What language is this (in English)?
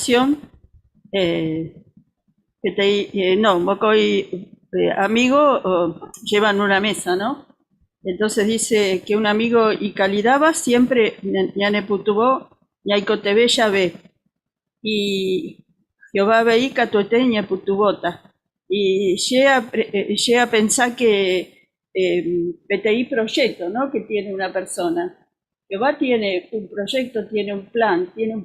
Guarani